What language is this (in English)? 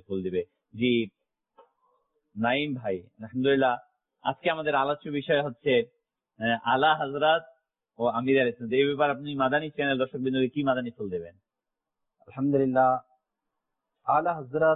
Bangla